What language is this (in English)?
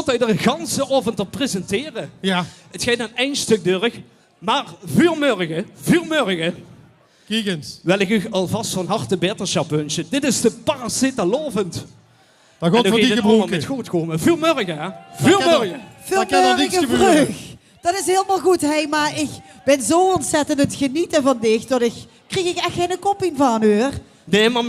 Limburgish